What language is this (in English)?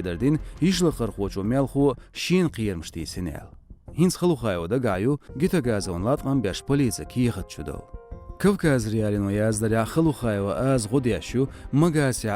Chechen